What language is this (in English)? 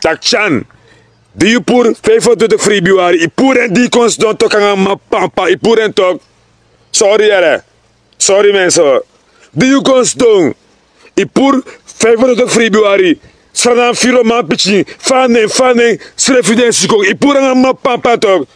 Sranan Tongo